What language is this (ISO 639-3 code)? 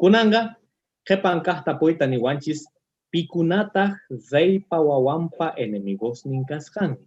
que